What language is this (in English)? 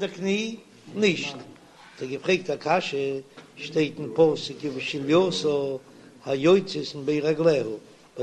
Yiddish